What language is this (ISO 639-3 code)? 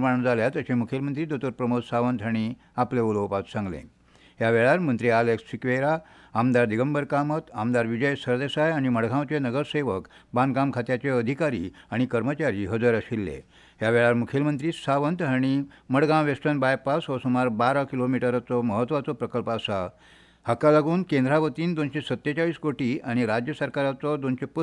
kok